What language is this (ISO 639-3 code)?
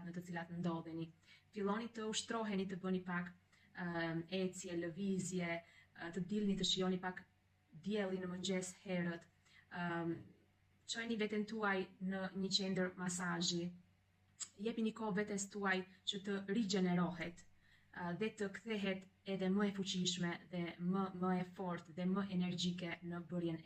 sqi